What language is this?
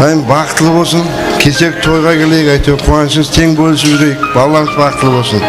Kara-Kalpak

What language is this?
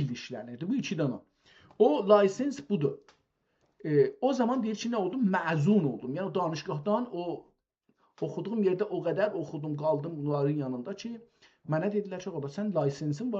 South Azerbaijani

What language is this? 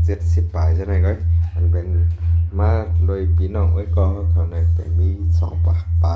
Shan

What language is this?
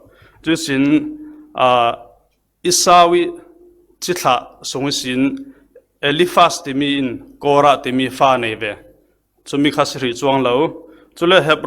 Falam Chin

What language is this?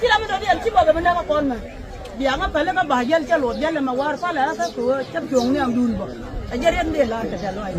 Nuer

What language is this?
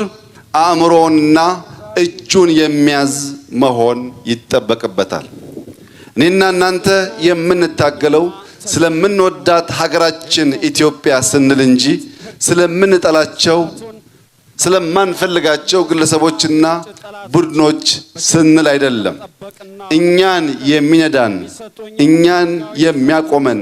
Amharic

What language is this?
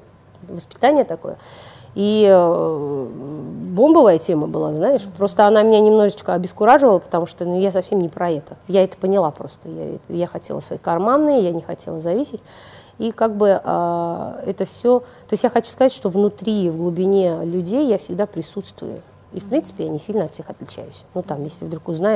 Russian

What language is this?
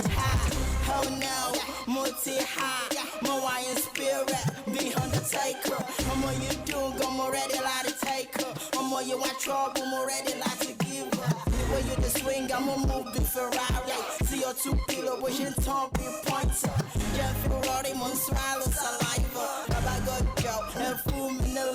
Nigerian Pidgin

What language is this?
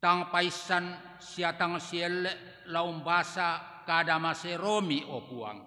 Toraja-Sa'dan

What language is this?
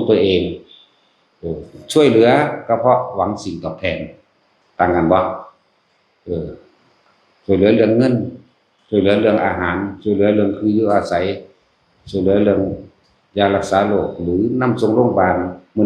Northeastern Thai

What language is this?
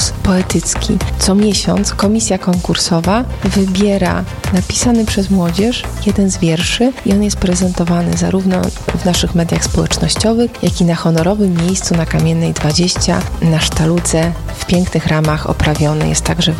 Polish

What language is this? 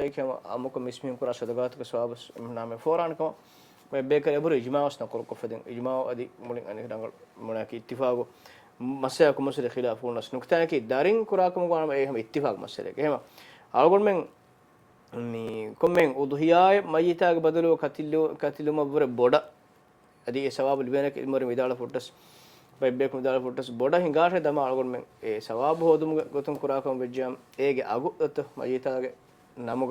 Divehi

